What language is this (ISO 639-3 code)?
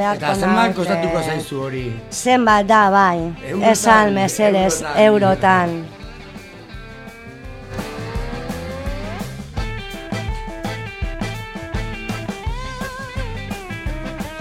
eus